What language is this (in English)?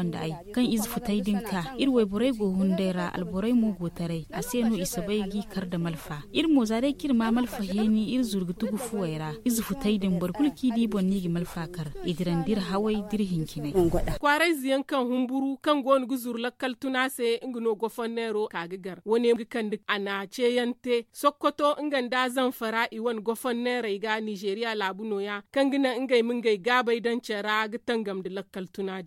Zarma